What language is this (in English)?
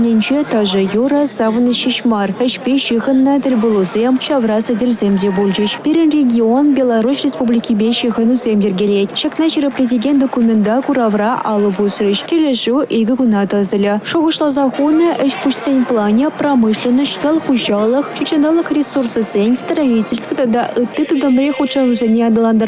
Chuvash